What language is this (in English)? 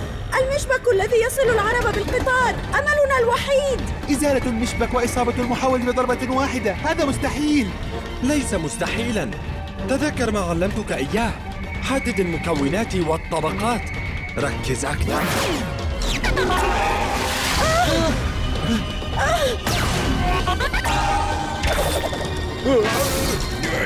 Arabic